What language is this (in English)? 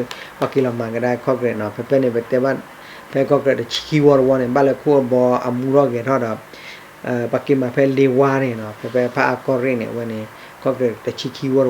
S'gaw Karen